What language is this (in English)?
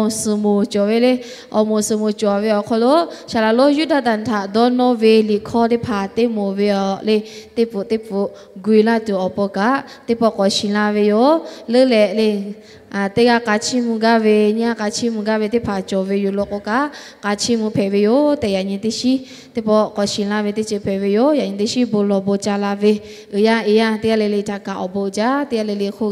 Lahu